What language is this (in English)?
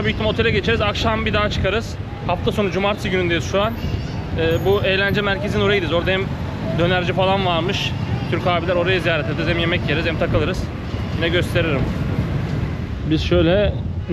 Turkish